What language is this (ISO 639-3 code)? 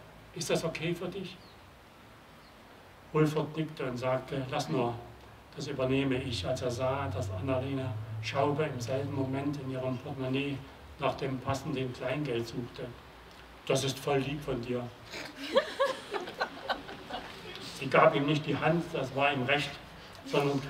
deu